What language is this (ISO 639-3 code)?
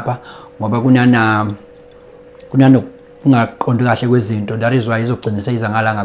zul